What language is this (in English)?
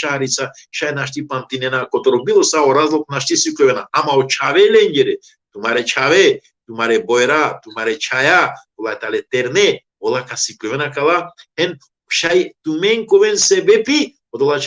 Balkan Romani